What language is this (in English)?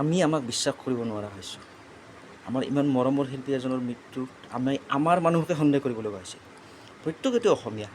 Assamese